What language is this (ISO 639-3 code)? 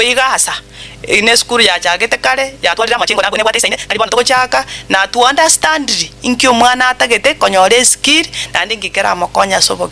guz